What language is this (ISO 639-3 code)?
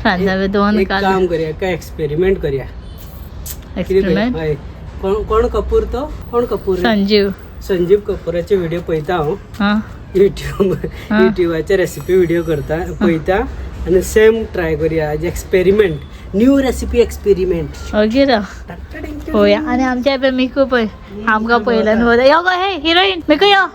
kok